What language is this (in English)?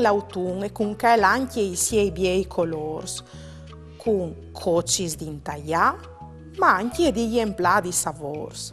Friulian